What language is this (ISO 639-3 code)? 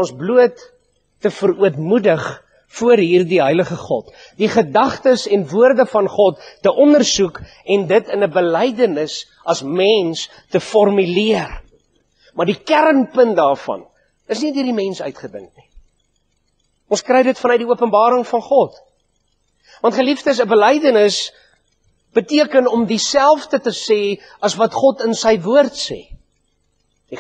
afr